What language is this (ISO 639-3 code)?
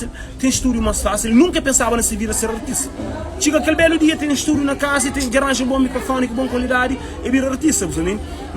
kea